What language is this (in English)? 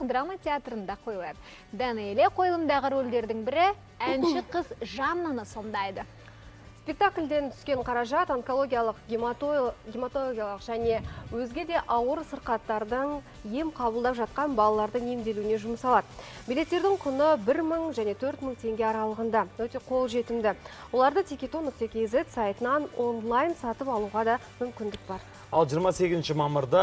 Kazakh